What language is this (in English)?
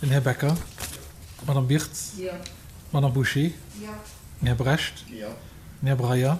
Luxembourgish